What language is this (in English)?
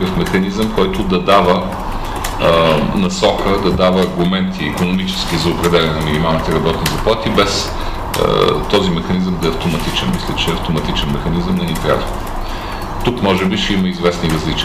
Bulgarian